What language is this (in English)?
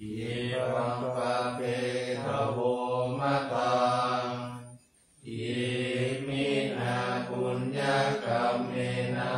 Pali